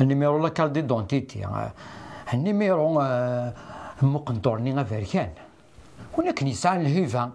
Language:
Kabyle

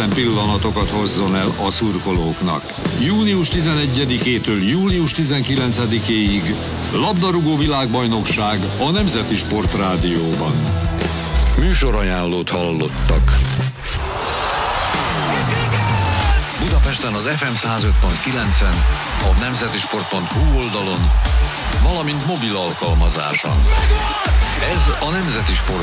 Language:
Hungarian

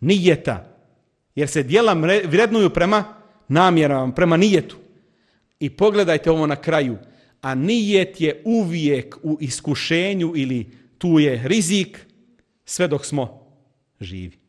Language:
Bosnian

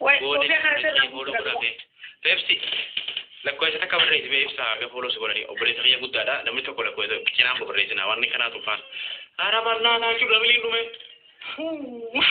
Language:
Oromo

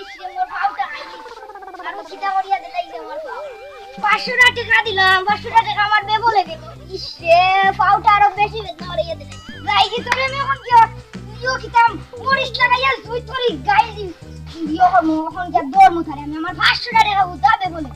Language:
Sylheti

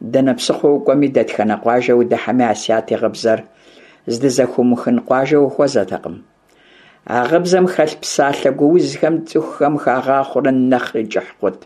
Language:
Kabardian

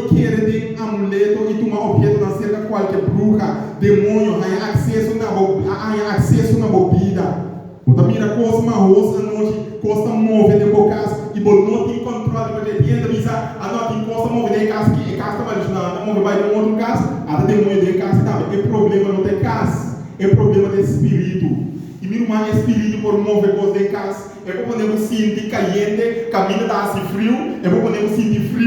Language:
Papiamento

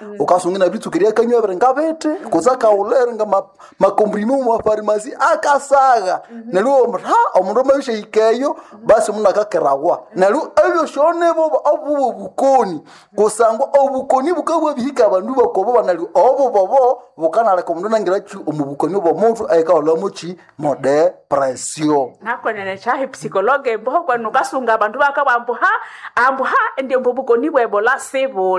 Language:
Nande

